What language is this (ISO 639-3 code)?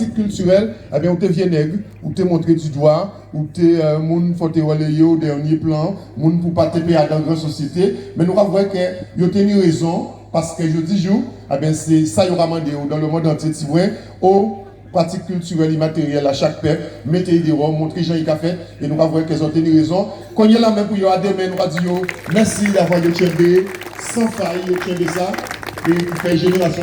gcf